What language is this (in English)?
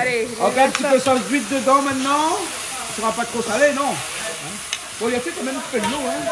Réunion Creole French